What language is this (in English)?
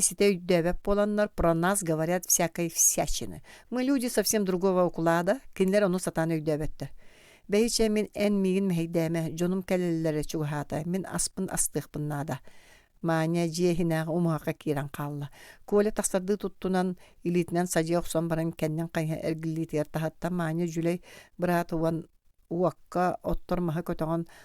Yakut